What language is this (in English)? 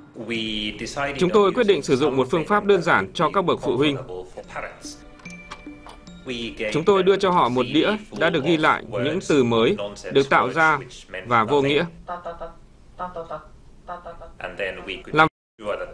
Vietnamese